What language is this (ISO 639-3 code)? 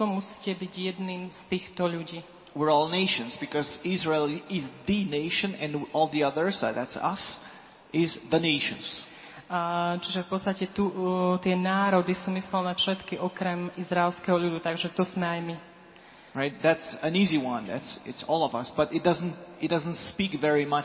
slk